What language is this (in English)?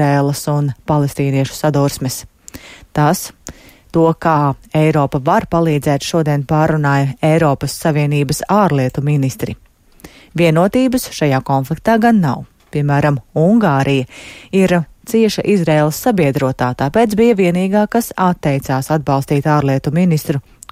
Latvian